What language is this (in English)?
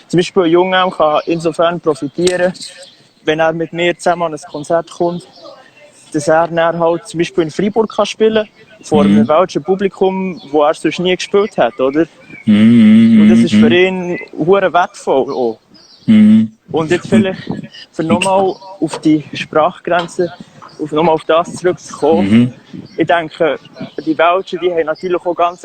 Swiss German